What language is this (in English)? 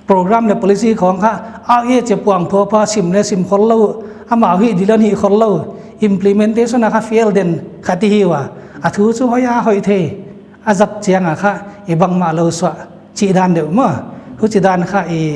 Paite Chin